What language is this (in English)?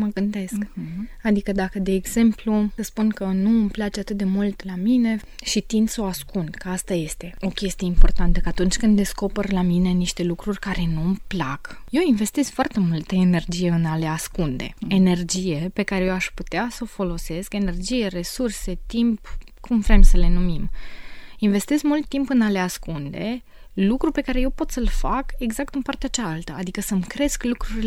Romanian